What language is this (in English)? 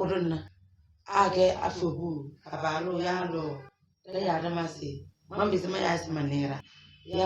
Tem